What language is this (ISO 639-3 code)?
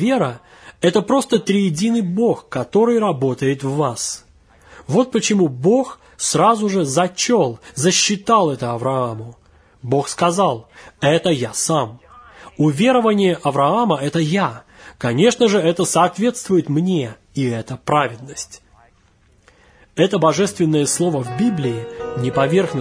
rus